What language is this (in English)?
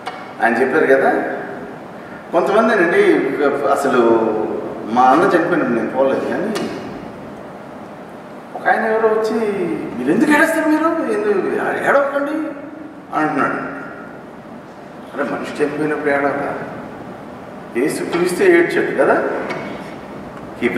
Telugu